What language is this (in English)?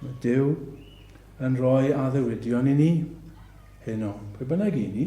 Welsh